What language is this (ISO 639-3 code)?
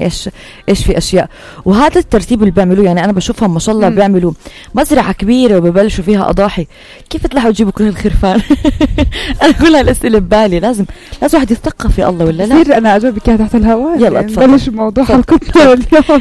apc